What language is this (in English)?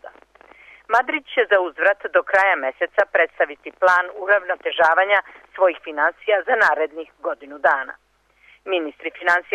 Serbian